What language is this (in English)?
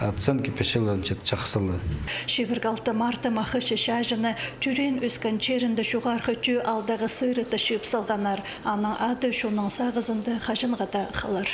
Khakas